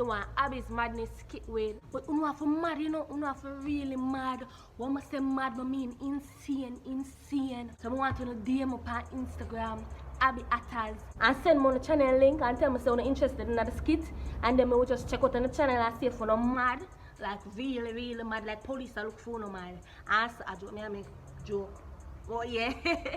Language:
Jamaican Creole English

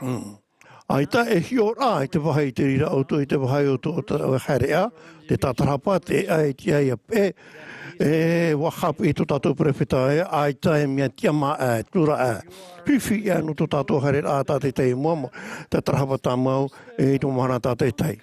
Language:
Tahitian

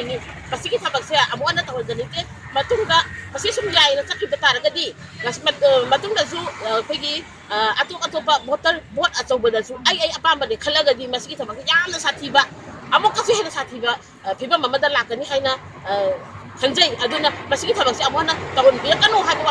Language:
Manipuri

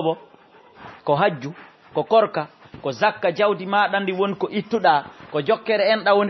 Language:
Fula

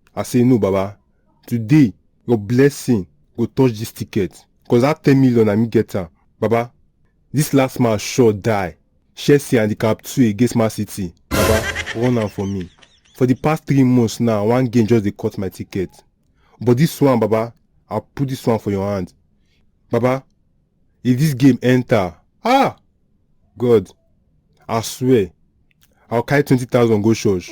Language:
Nigerian Pidgin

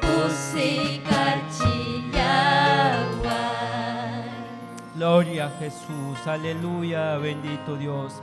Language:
Ayacucho Quechua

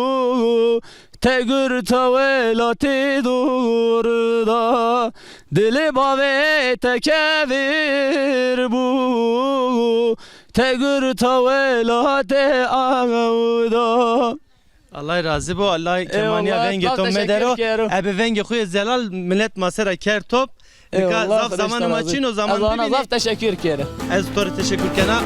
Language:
Zaza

